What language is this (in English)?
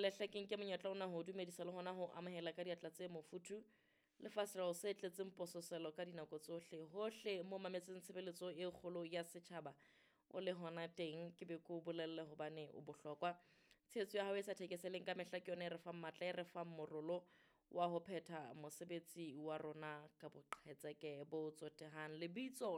Southern Sotho